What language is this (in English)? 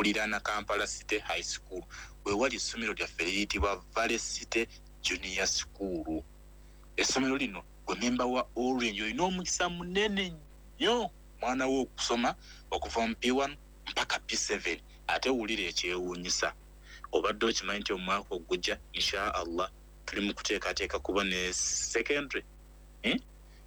Ganda